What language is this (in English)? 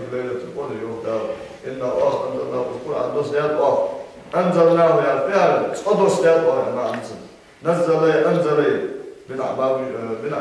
Ingush